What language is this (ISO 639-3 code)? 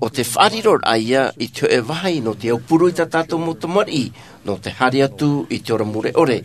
tah